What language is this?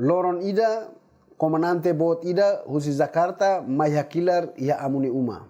Tetum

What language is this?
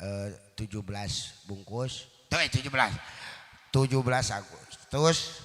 Sundanese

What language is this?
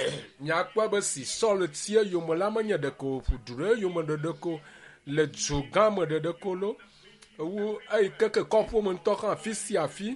Ewe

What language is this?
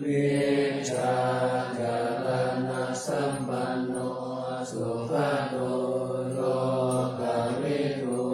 Pali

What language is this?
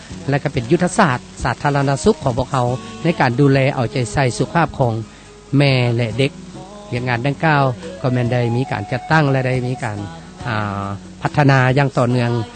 Lao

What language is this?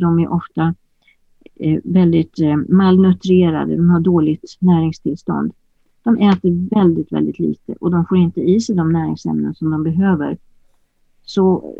Swedish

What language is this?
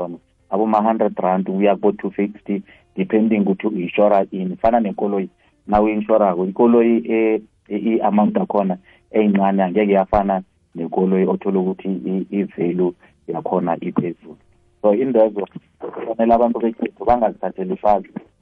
South Ndebele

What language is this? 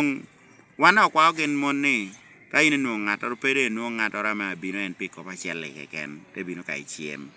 Lango (Uganda)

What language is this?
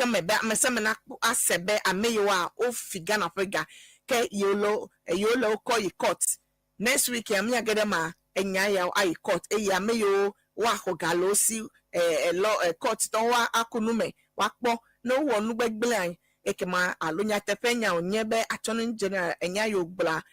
Ewe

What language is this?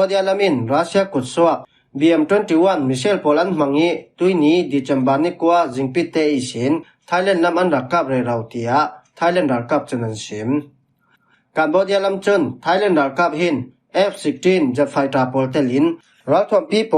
Falam Chin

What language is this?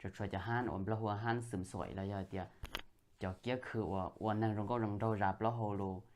Hmong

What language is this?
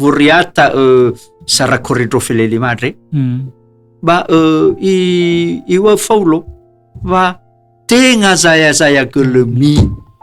Nias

